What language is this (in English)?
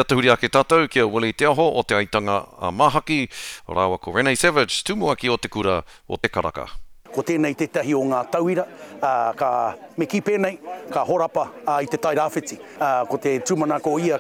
Māori